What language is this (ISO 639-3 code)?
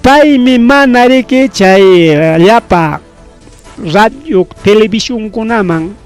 quy